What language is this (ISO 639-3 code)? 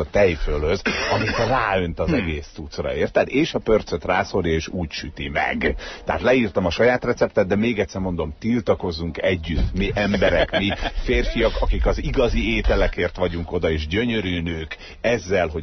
hun